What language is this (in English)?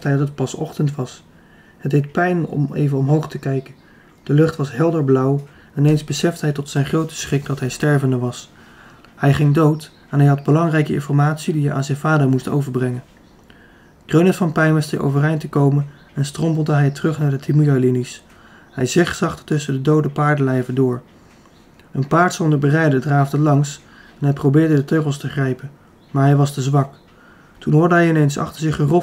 Dutch